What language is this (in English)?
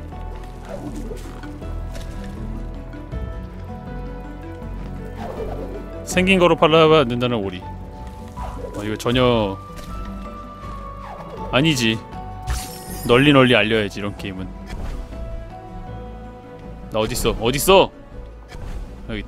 Korean